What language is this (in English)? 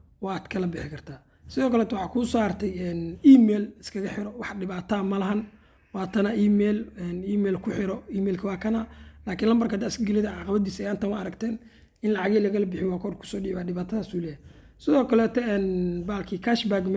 Somali